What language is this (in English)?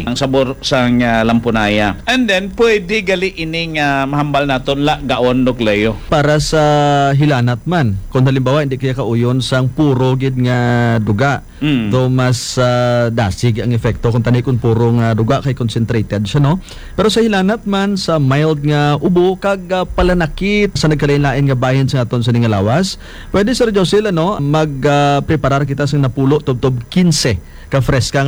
Hiligaynon